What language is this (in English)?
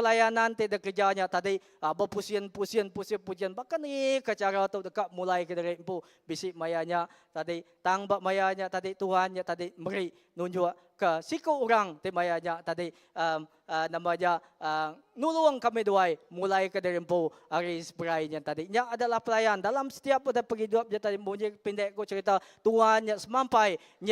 Iban